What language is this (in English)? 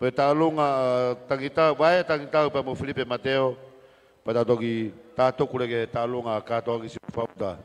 Tongan